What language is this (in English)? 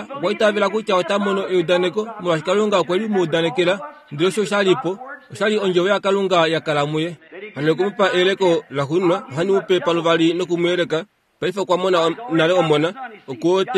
Kuanyama